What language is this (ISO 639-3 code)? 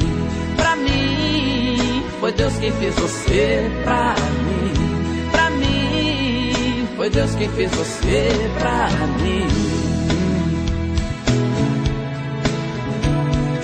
por